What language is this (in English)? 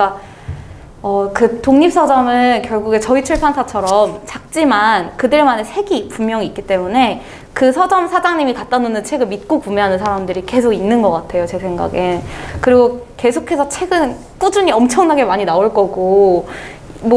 Korean